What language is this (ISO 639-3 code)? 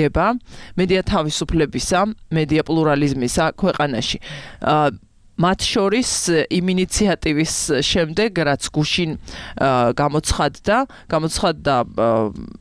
kat